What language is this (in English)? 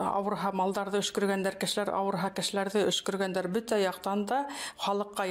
Bashkir